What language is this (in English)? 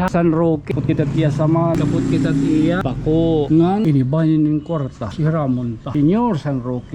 Waray